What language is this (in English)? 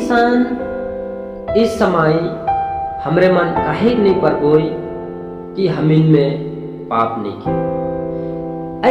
Sadri